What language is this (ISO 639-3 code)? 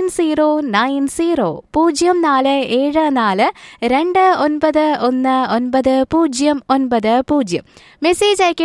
mal